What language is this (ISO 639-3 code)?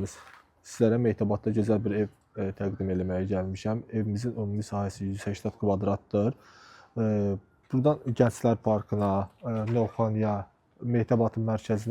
aze